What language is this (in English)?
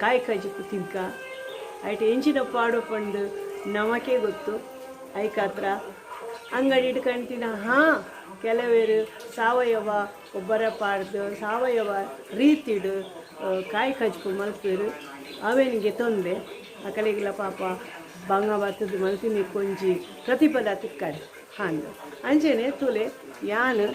Tulu